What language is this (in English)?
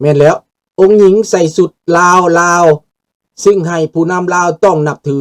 Lao